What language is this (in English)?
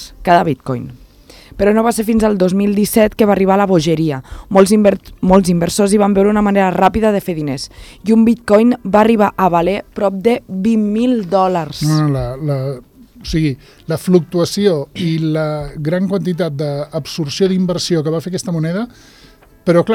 Catalan